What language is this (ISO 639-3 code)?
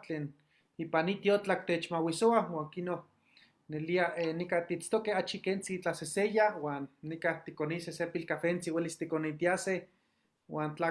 nhe